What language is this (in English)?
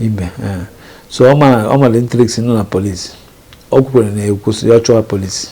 Igbo